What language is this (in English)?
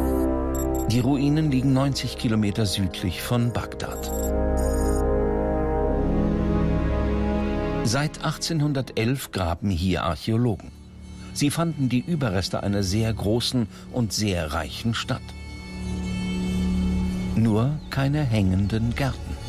German